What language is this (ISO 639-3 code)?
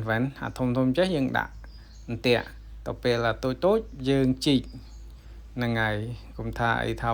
khm